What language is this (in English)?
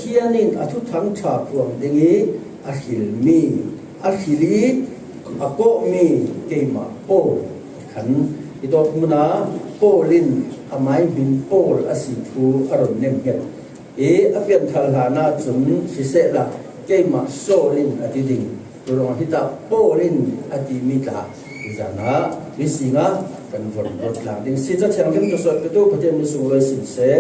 Falam Chin